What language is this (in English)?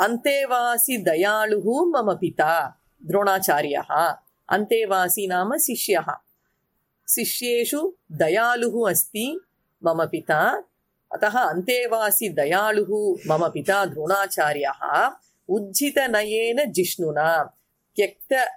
Sanskrit